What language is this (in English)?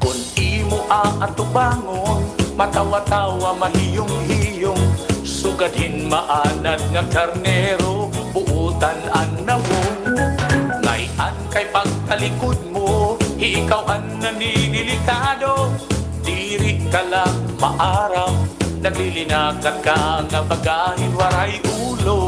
Waray